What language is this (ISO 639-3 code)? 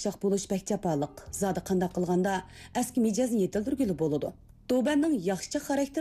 uig